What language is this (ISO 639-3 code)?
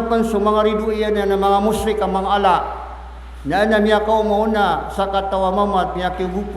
mrw